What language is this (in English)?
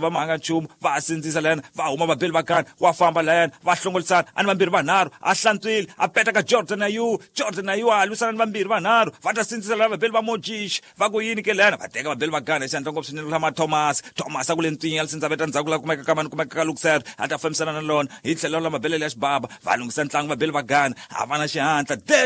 Tsonga